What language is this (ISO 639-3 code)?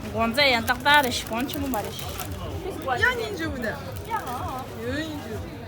bod